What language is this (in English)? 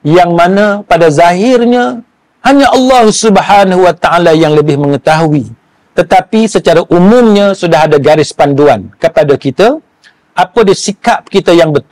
Malay